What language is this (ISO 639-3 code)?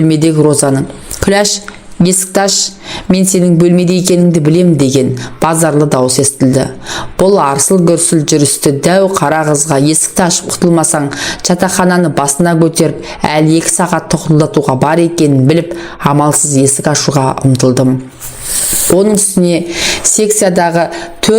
kaz